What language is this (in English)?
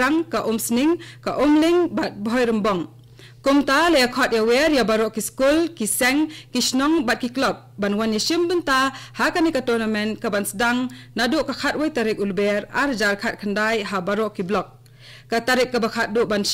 Khasi